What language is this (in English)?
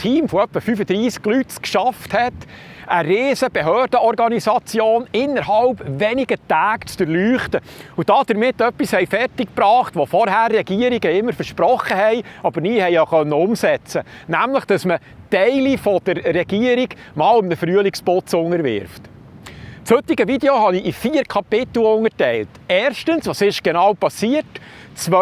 Swiss German